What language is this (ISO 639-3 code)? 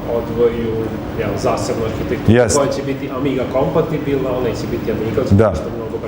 bos